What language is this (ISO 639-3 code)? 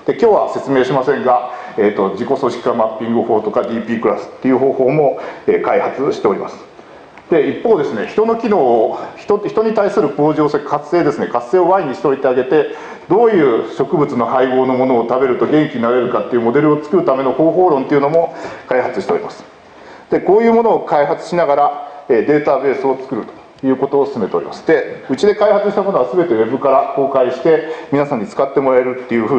jpn